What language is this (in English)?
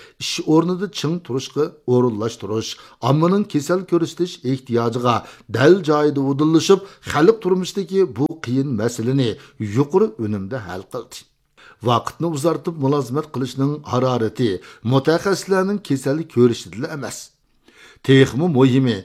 Uyghur